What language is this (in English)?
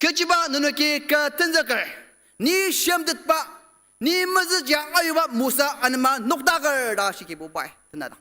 Ao Naga